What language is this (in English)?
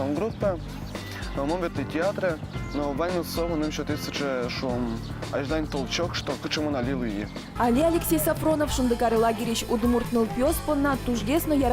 Udmurt